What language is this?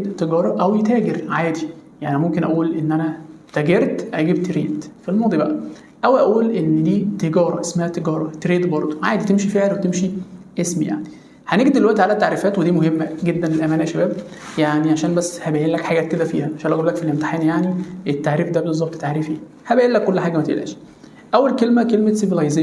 Egyptian Arabic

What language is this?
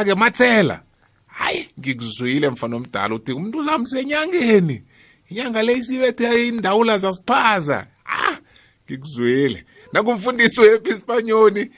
South Ndebele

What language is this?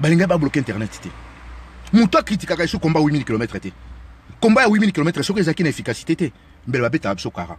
Lingala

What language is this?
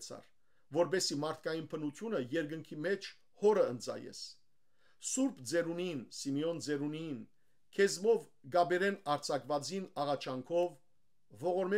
Western Armenian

